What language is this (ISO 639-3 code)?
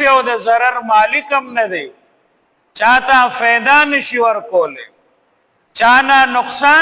pus